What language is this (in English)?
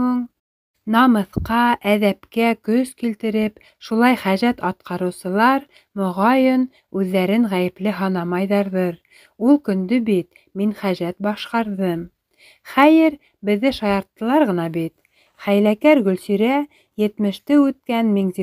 Bashkir